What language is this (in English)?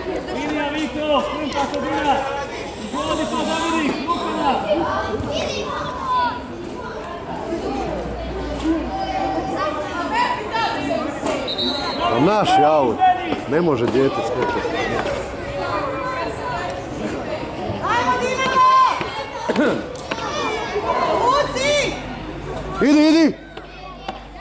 Croatian